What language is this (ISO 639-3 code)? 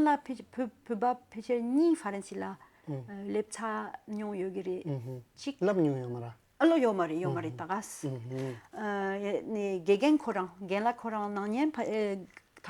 bod